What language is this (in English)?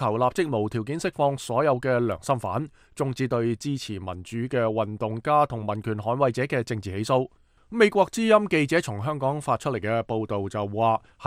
Cantonese